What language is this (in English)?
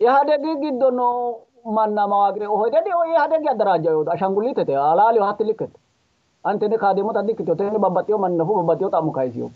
Sidamo